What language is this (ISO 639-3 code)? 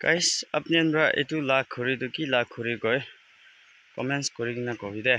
nag